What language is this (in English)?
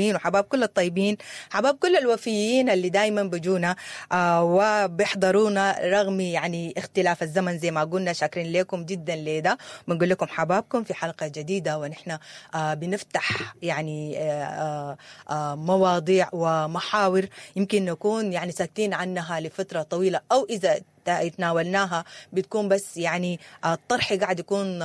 Sudanese Arabic